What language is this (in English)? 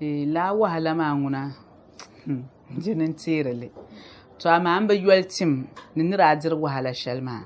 Dagbani